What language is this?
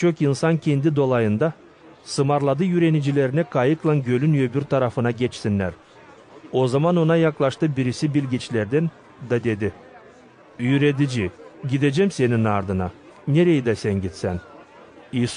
Gagauz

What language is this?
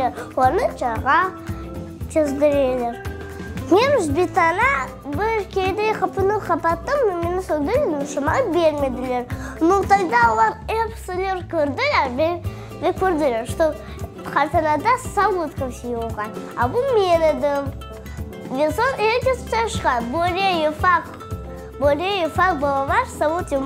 Crimean Tatar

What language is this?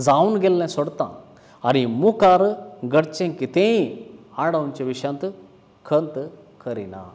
Konkani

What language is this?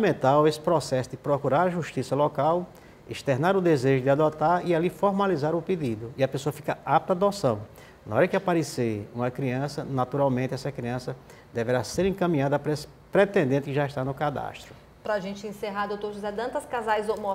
Portuguese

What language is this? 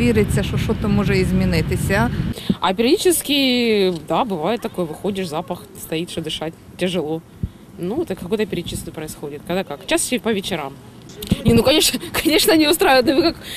Ukrainian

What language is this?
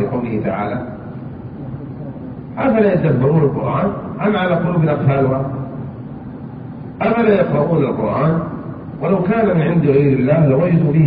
Arabic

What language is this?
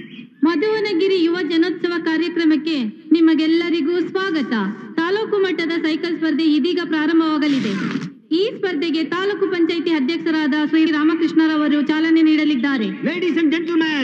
Kannada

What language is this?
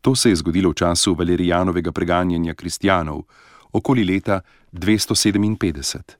Slovenian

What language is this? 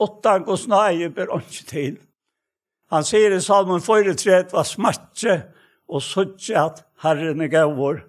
Faroese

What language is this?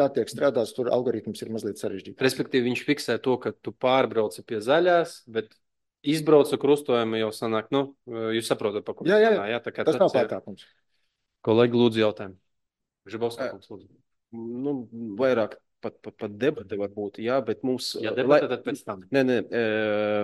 Latvian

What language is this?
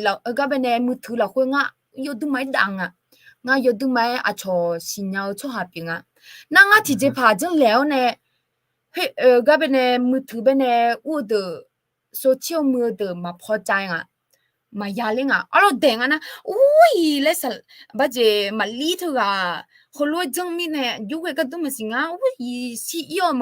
Akha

